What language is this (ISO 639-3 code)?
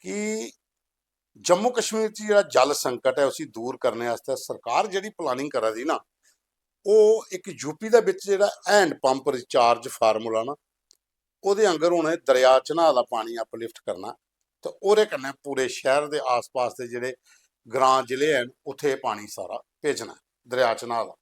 doi